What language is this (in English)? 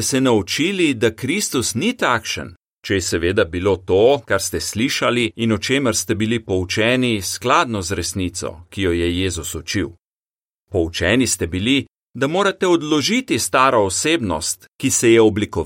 Slovenian